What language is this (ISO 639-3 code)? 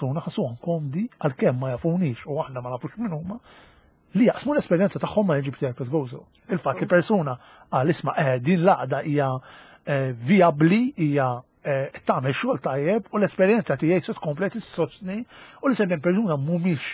mlt